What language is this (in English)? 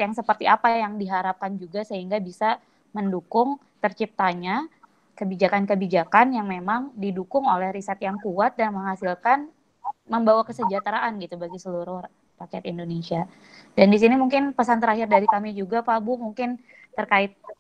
Indonesian